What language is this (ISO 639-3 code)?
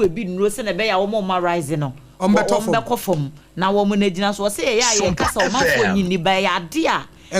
aka